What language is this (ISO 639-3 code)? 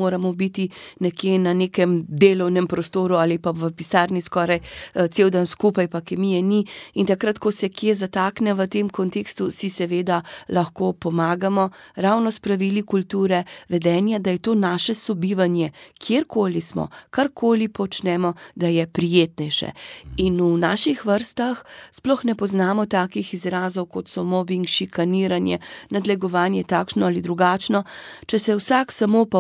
slv